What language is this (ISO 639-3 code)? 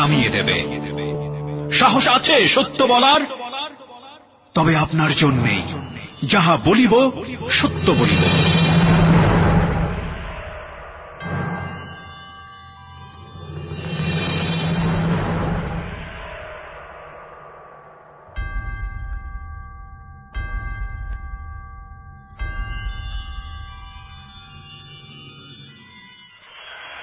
ben